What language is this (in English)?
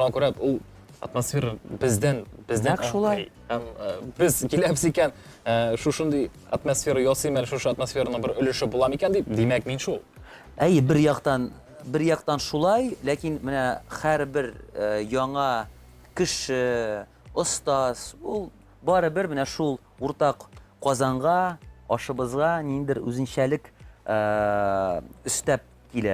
Tatar